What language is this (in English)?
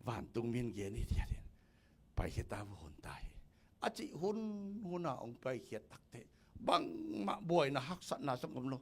Tedim Chin